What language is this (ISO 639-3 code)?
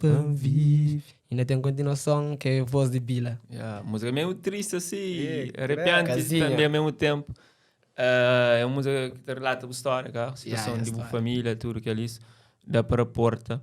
kea